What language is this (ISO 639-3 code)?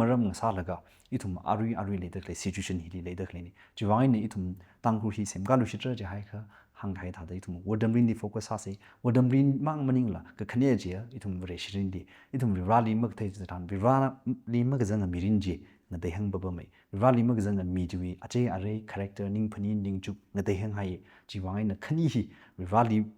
nmf